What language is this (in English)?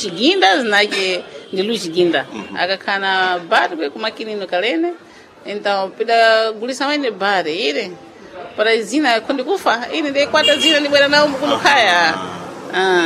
Sena